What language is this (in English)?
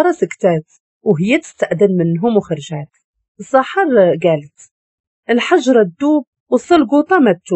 Moroccan Arabic